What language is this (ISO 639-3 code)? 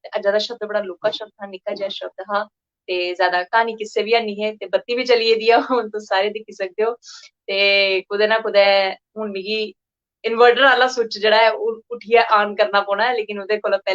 doi